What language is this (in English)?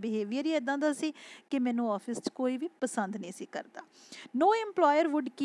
Punjabi